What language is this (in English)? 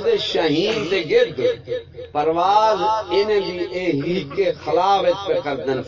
Saraiki